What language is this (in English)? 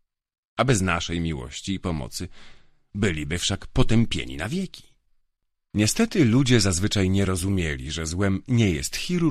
Polish